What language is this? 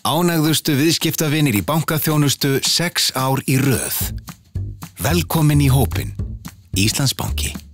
Icelandic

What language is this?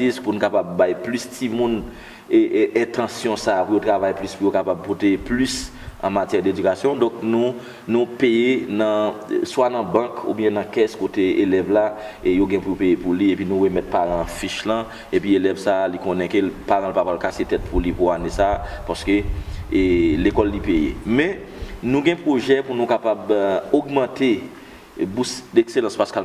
Haitian Creole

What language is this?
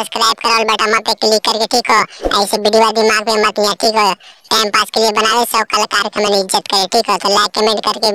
Magahi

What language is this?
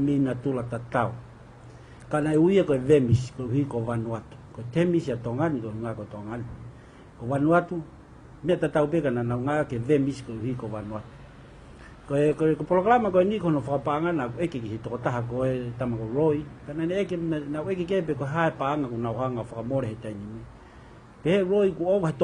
Tongan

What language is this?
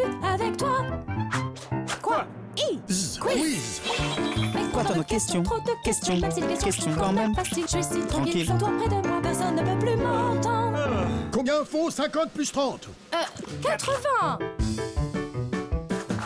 French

